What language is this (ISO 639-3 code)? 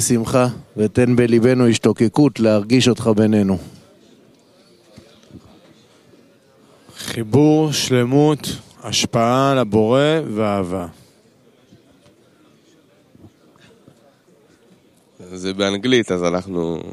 heb